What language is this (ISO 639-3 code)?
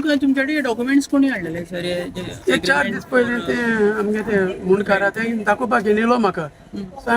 kok